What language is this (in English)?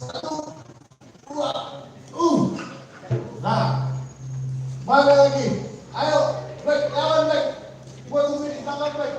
Betawi